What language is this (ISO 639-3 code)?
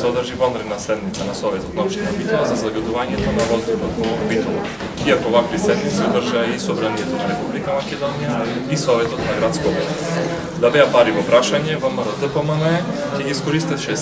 mkd